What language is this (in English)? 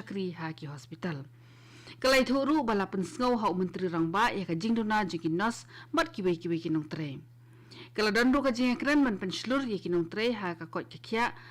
Khasi